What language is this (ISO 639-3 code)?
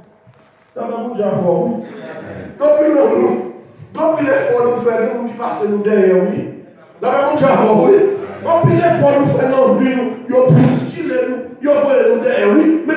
hat